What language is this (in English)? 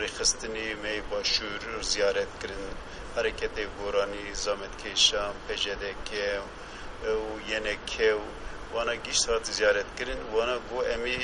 Kurdish